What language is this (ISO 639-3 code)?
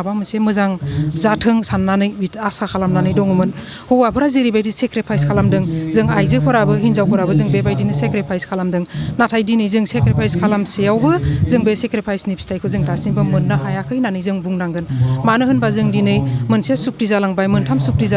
brx